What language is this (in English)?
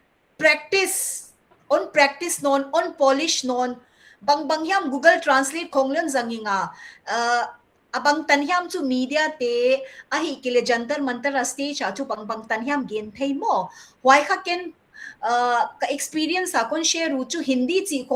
Paite Chin